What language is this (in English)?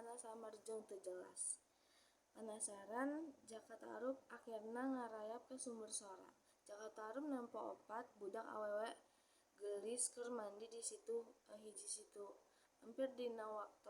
Sundanese